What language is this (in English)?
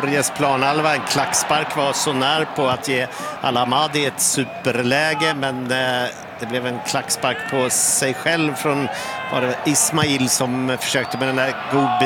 Swedish